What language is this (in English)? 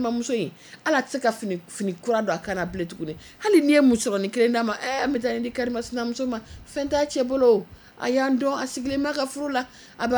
Bambara